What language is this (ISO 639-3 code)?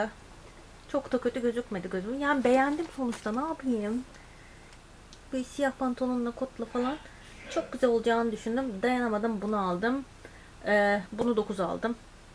tur